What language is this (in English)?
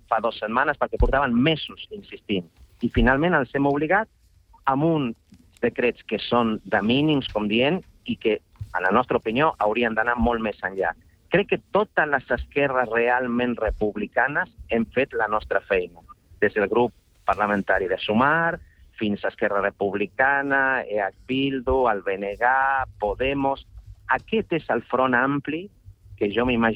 Catalan